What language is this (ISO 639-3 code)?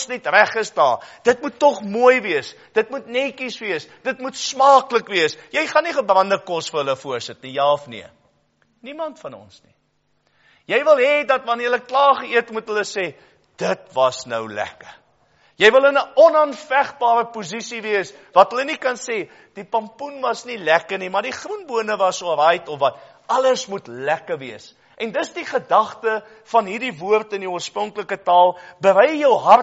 afr